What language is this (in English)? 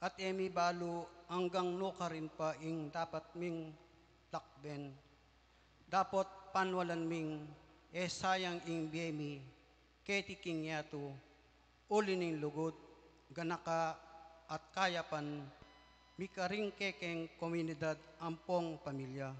Pampanga